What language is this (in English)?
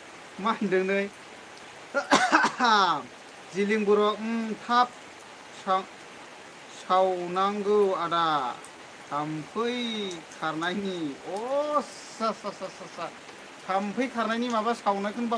Bodo